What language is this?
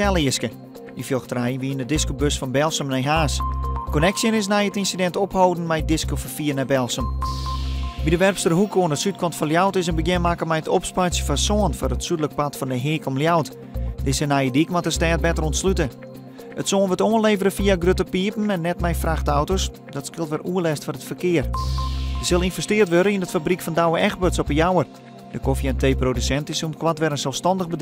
Western Frisian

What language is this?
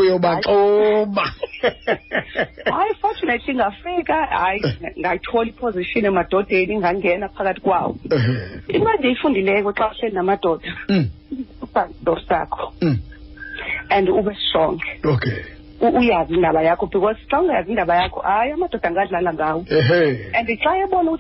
Xhosa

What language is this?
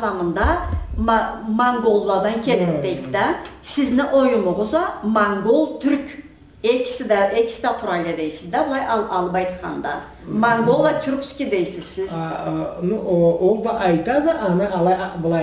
Karachay-Balkar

